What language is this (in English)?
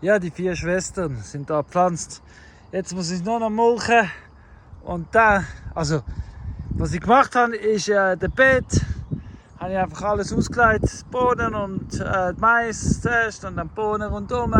Swiss German